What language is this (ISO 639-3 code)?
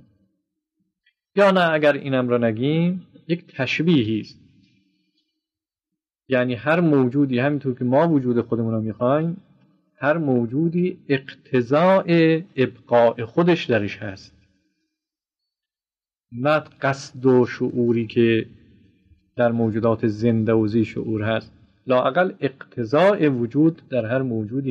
fas